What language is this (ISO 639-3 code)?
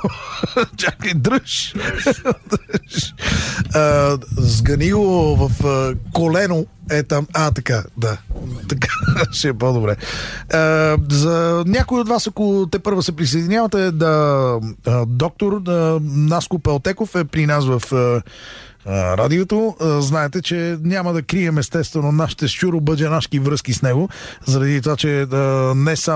bul